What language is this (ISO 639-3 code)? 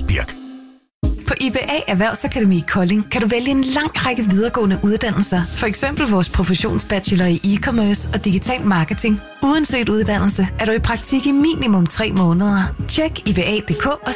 dan